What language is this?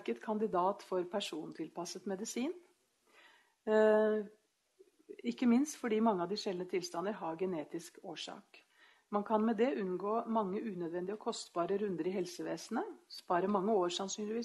Norwegian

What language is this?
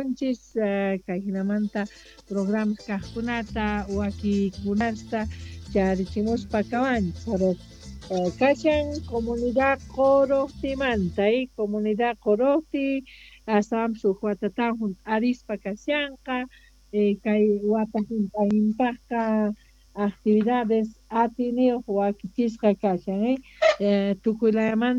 South Bolivian Quechua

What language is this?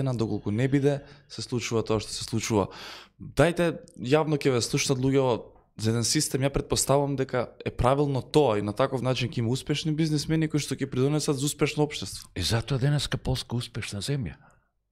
Macedonian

